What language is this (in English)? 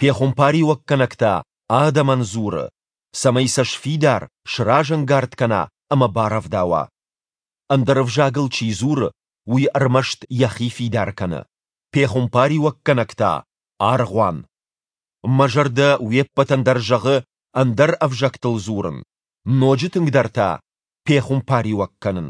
Ossetic